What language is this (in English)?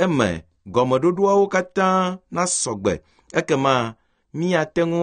Ewe